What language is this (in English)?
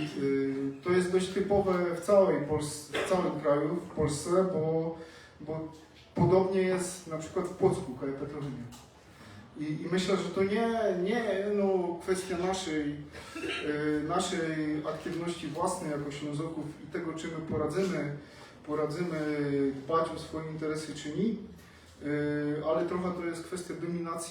Silesian